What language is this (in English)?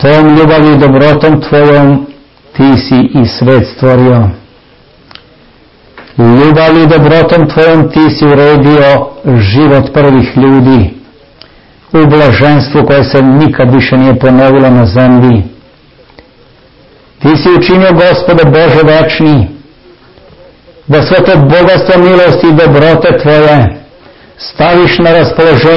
Serbian